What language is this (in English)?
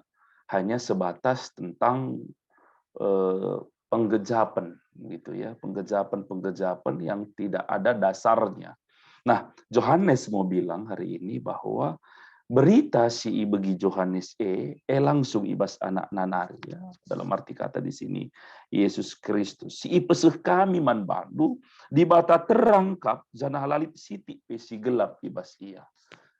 Batak Karo